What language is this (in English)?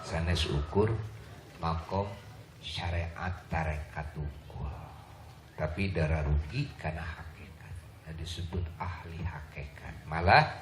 Sundanese